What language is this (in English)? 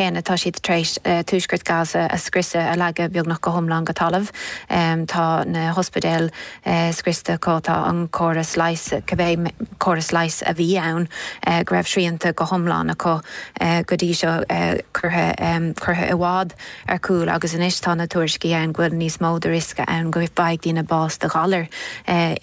Irish